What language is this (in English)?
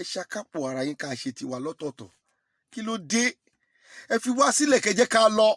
Yoruba